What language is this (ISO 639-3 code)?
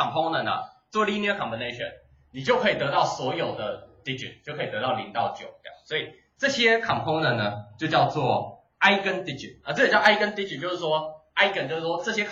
zho